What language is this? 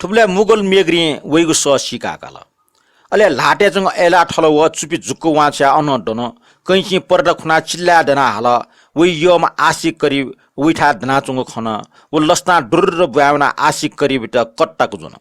Newari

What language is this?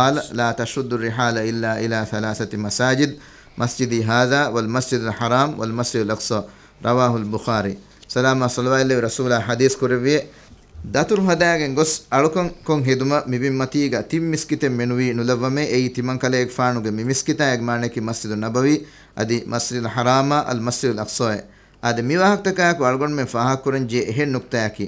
Divehi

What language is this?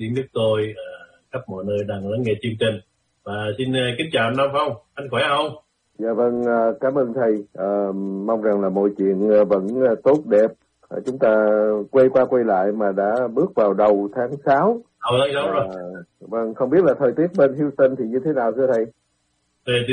Vietnamese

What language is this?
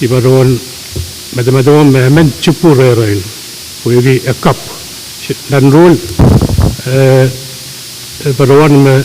Pohnpeian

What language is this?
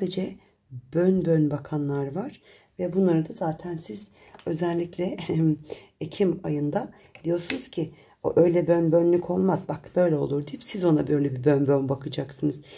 Turkish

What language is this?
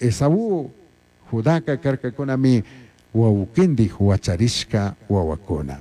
Chimborazo Highland Quichua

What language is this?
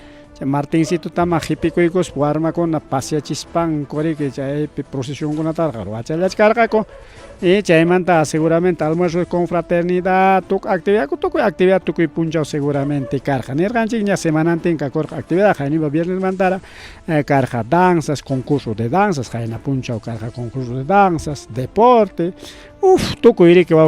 Ayacucho Quechua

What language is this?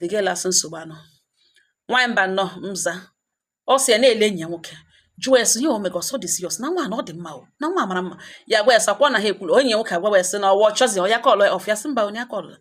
Igbo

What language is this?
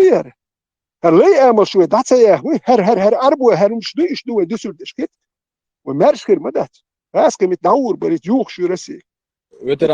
Chechen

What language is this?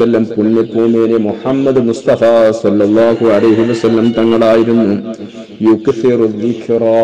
Malayalam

